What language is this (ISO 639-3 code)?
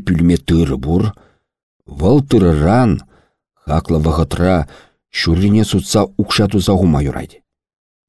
chv